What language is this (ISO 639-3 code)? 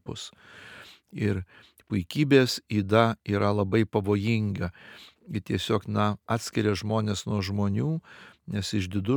lit